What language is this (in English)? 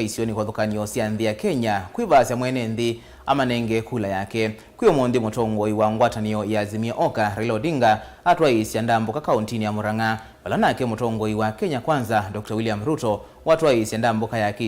Kamba